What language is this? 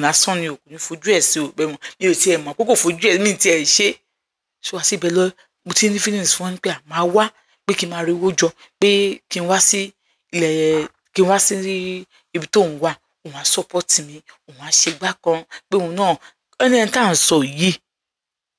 Yoruba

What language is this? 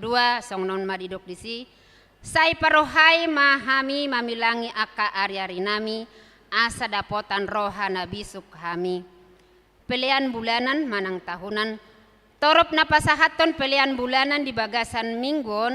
Batak Toba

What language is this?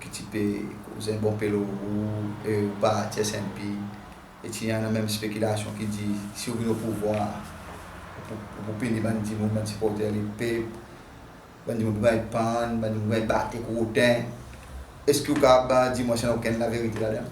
Seselwa Creole French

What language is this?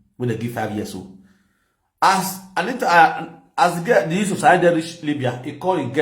Nigerian Pidgin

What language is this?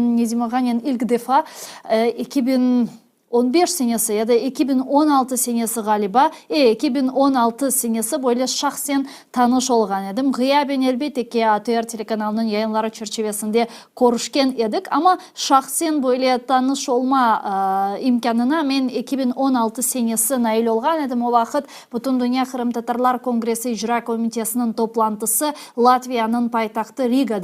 Crimean Tatar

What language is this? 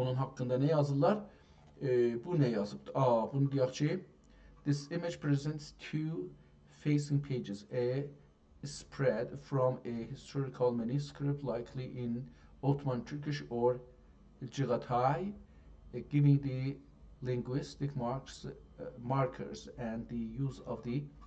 South Azerbaijani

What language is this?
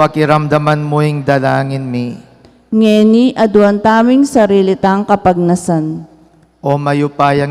Pampanga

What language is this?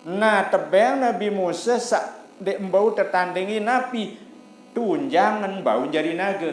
Sasak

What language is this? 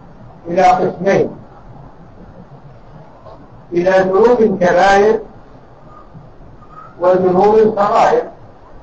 Arabic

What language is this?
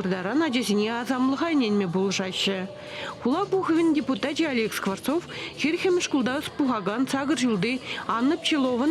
Chuvash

